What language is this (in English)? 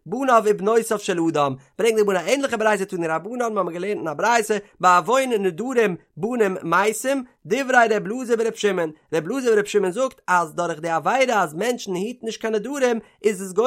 Yiddish